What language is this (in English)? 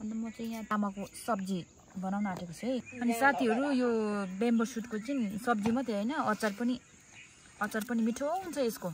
Nepali